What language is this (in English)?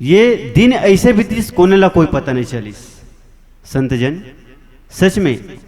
Chhattisgarhi